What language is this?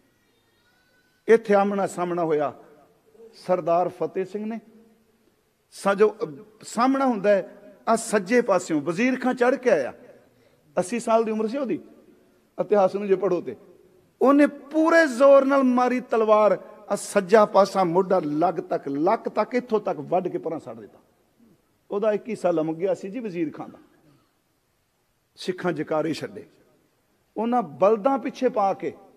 Punjabi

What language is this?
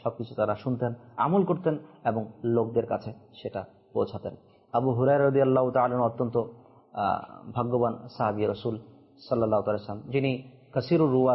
Bangla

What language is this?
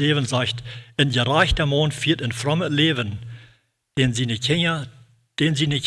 Plautdietsch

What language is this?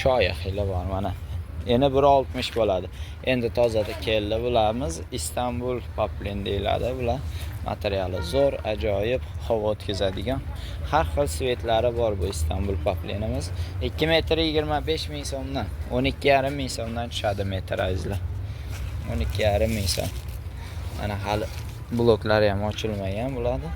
Uzbek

